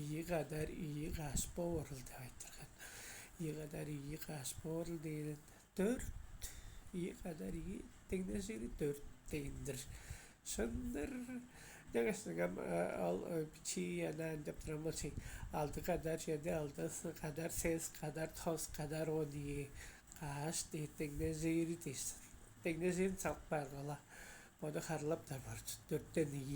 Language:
Tuvinian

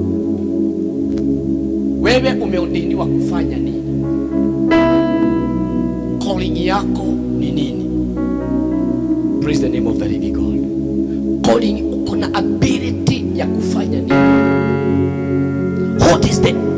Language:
Swahili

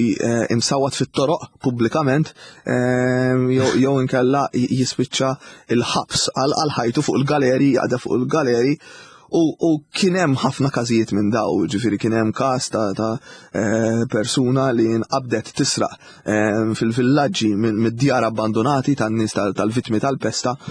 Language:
Maltese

